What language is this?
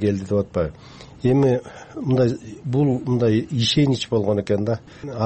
Kyrgyz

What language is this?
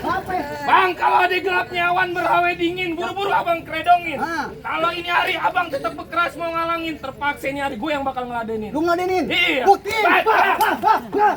Betawi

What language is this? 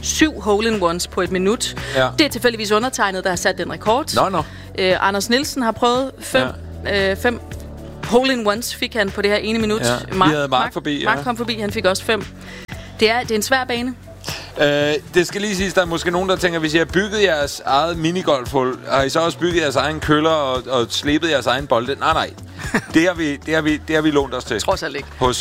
Danish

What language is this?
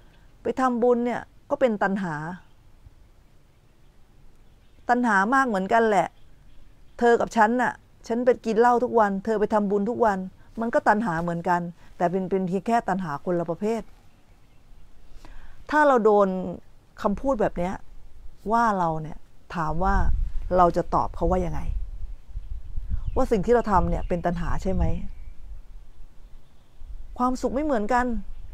Thai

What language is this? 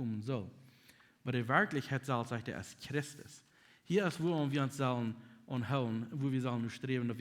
Plautdietsch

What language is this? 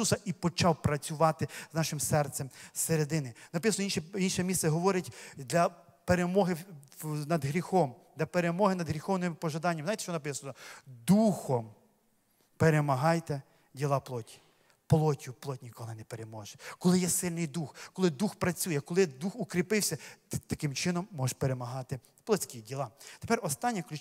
Ukrainian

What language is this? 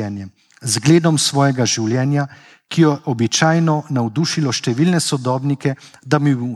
Slovenian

